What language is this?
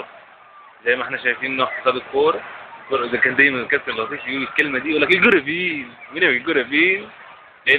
Egyptian Arabic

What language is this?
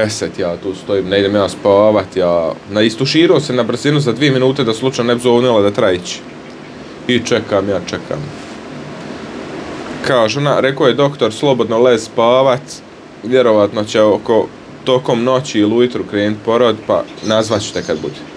Bosnian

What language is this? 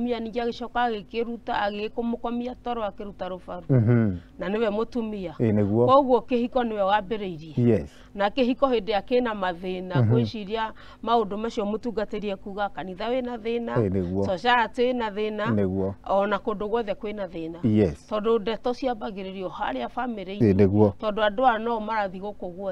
Kikuyu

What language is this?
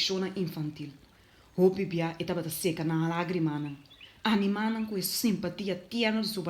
Papiamento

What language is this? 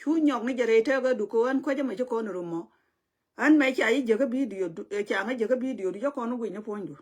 Nuer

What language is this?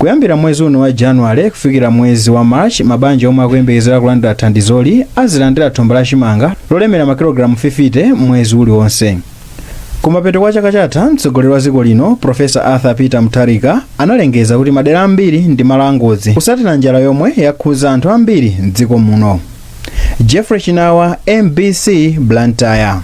Nyanja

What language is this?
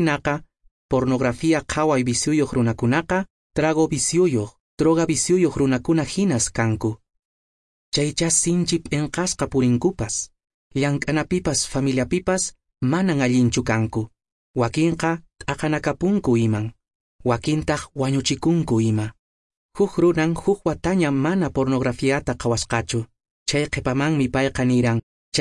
Quechua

